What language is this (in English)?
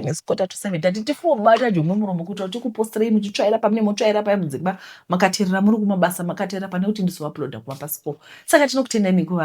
Shona